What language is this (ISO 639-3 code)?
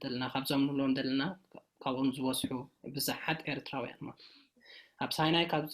tir